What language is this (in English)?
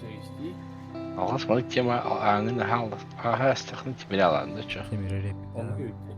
Yakut